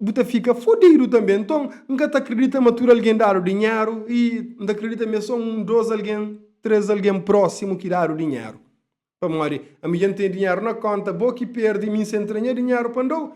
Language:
Kabuverdianu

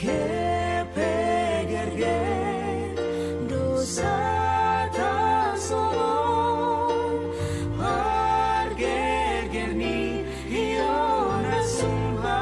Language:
Batak Simalungun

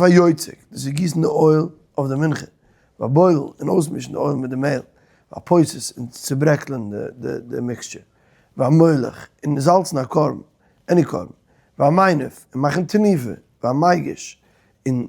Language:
Yiddish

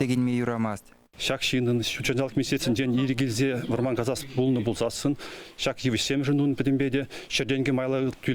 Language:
Chuvash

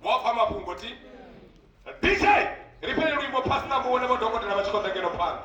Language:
Venda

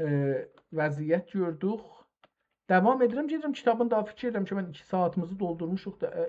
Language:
South Azerbaijani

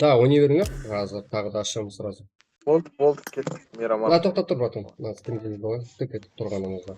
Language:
Kara-Kalpak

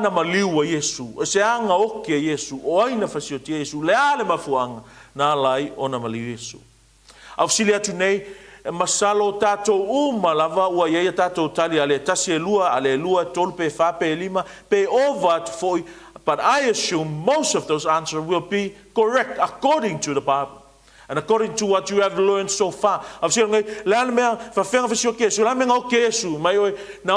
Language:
Samoan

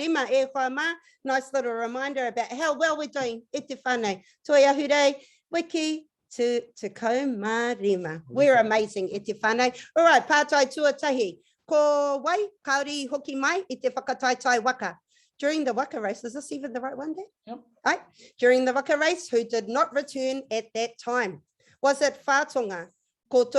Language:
Māori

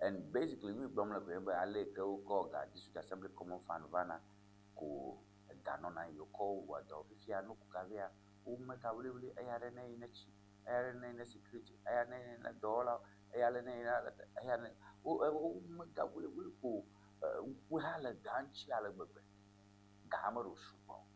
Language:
Ewe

